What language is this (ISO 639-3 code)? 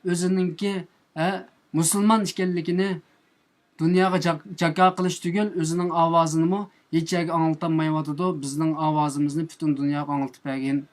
uig